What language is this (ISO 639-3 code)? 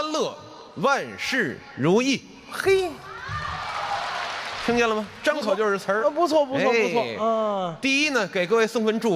zho